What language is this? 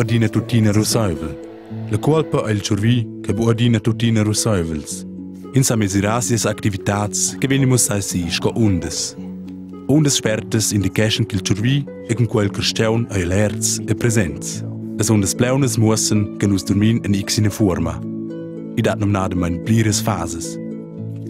Romansh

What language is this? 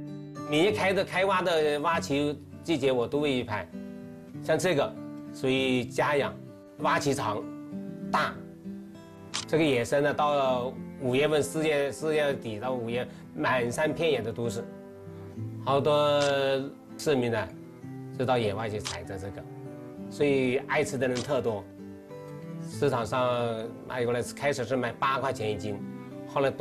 Chinese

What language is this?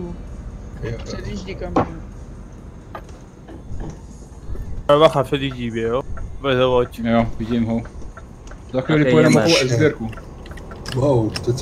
Czech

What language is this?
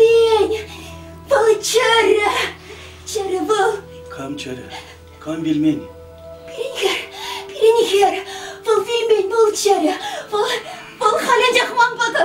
Chuvash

